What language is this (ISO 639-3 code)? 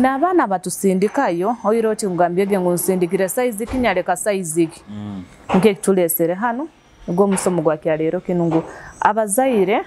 nyo